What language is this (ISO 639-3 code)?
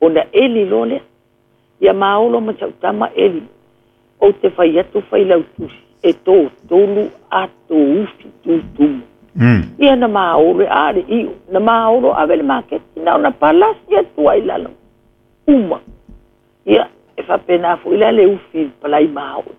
smo